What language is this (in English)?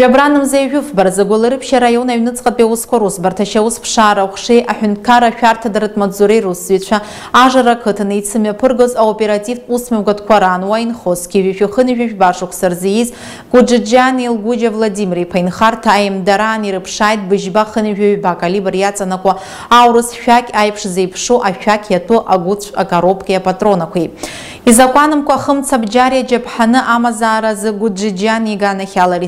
Abkhazian